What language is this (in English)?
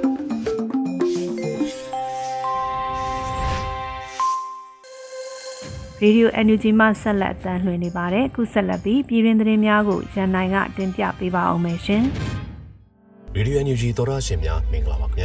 Burmese